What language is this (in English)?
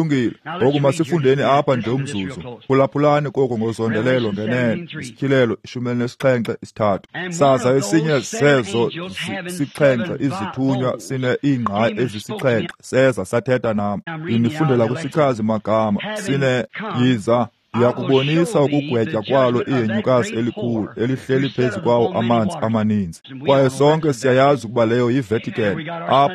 Xhosa